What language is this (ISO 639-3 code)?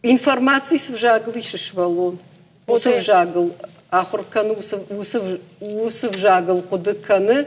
oss